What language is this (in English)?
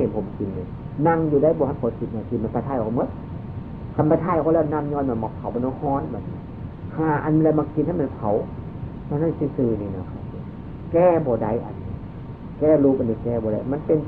Northeastern Thai